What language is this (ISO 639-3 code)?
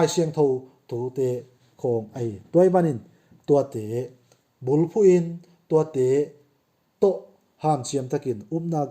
ctd